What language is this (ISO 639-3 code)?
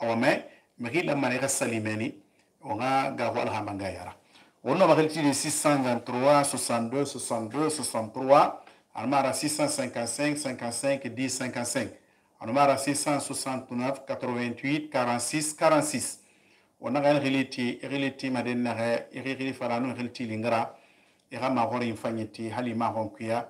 sus